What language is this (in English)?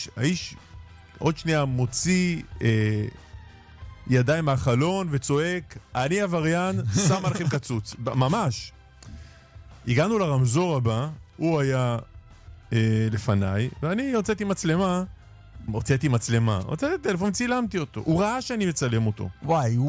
Hebrew